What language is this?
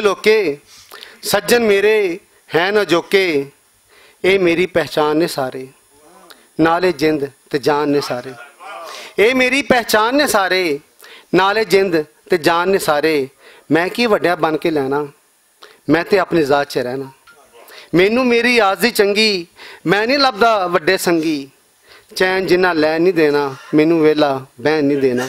Western Panjabi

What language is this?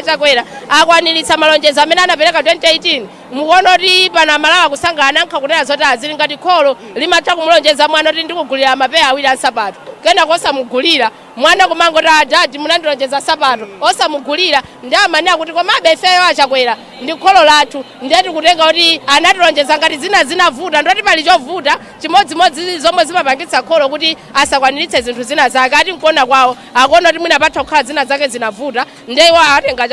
Nyanja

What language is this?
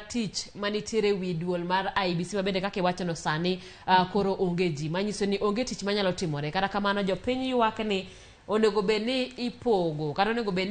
Luo (Kenya and Tanzania)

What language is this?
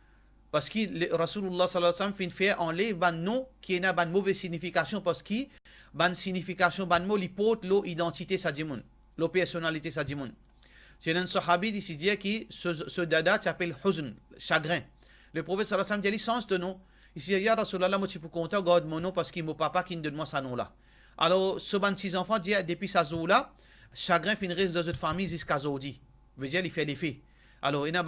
Morisyen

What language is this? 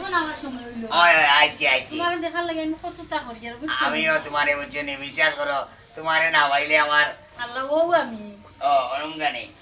Sylheti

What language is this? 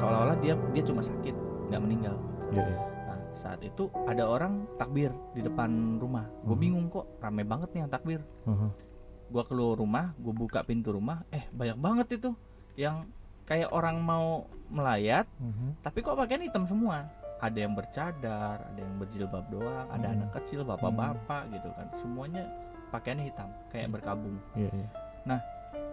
Indonesian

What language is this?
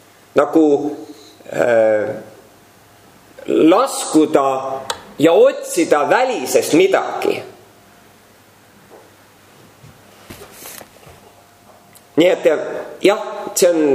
Estonian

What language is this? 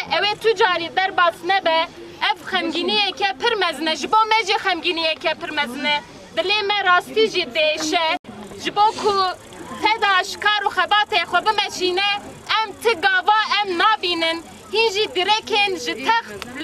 Kurdish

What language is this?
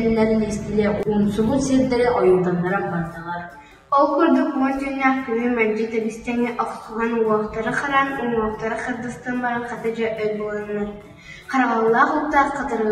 Yakut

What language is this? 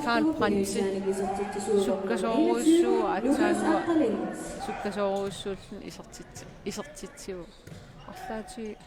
Kalaallisut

